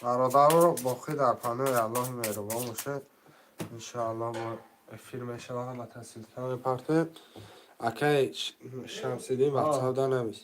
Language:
Tajik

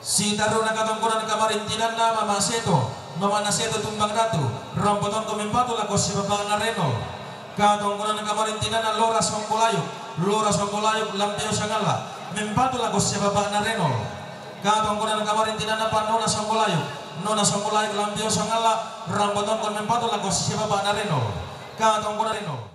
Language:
Toraja-Sa'dan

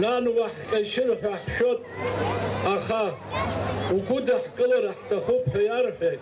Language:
Abkhazian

